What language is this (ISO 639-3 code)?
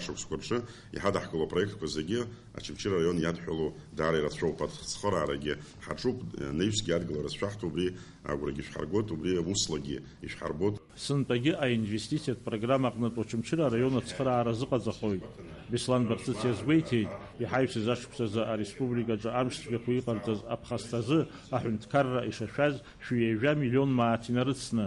abk